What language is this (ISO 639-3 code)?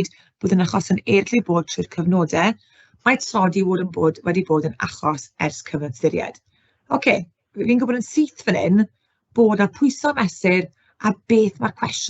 cym